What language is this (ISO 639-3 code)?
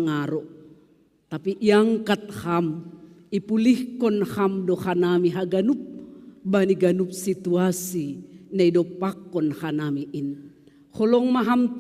bts